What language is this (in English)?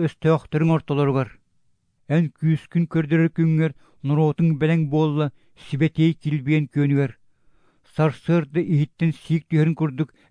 Yakut